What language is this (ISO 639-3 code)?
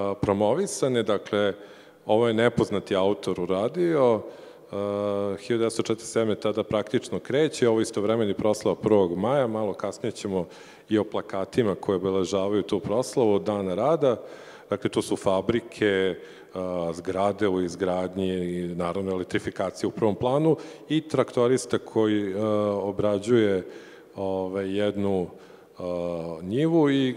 srp